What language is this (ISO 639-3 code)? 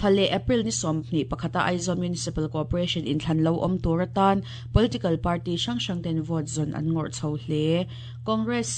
lus